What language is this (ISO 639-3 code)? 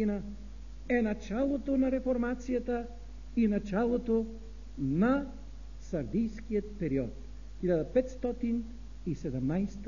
bul